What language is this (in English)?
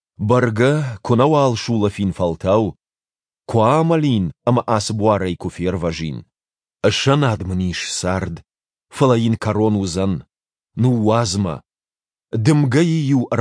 Ossetic